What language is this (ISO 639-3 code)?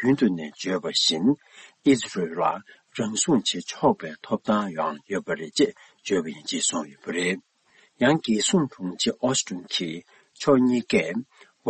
bod